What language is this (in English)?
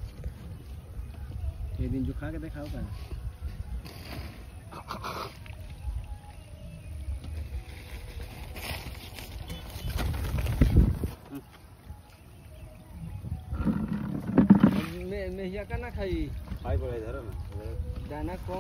Bhojpuri